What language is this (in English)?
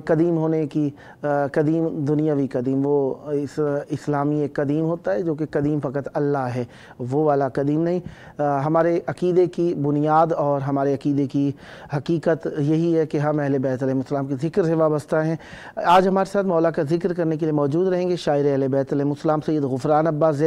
Urdu